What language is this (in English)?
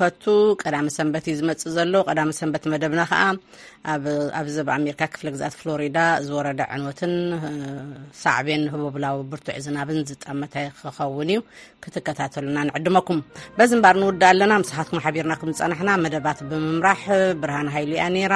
Tigrinya